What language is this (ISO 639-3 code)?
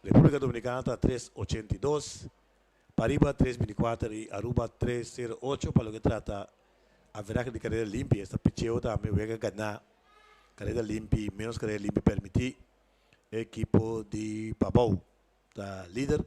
pap